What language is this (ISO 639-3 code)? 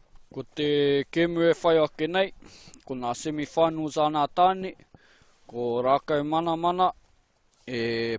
mri